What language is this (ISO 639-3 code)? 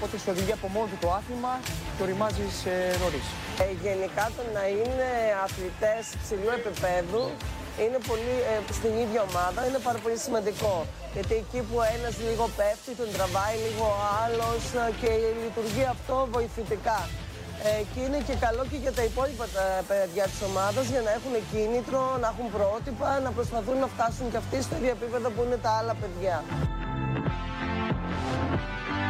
ell